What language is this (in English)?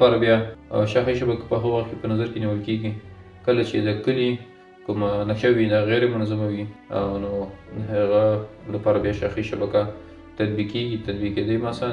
Pashto